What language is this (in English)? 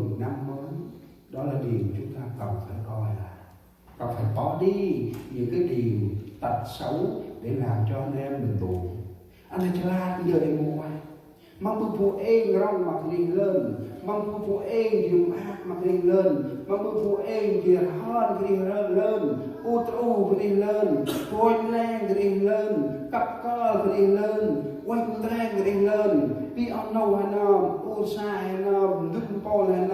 Central Mnong